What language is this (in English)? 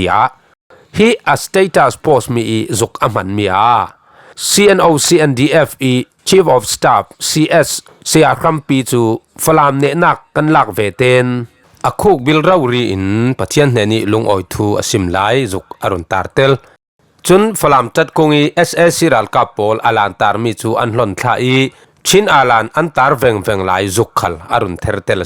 Falam Chin